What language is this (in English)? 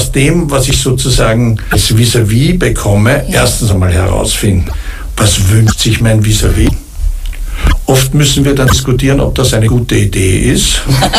German